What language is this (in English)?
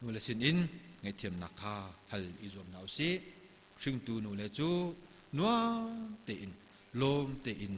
Hakha Chin